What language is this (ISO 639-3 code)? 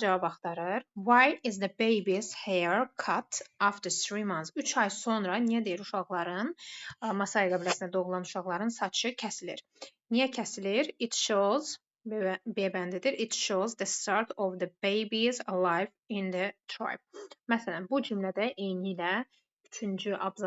aze